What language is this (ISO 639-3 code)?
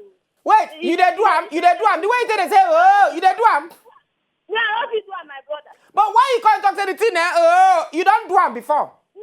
pcm